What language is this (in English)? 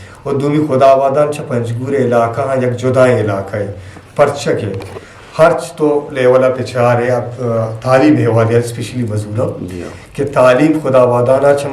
Eastern Balochi